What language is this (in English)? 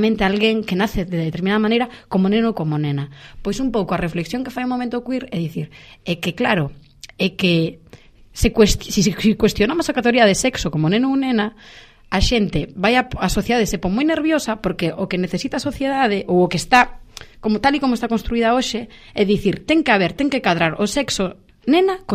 Galician